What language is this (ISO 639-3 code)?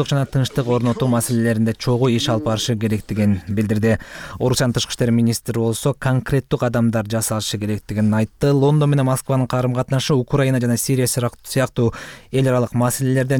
kir